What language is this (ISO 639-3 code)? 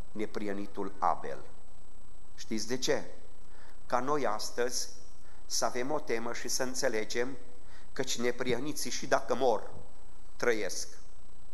ron